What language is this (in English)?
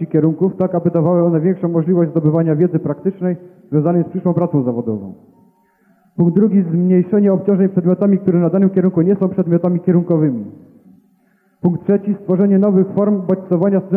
Polish